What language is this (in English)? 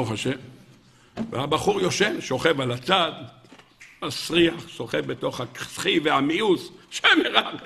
Hebrew